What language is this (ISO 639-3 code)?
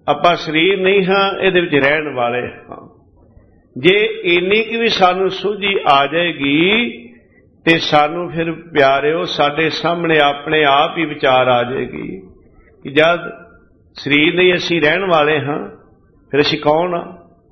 pan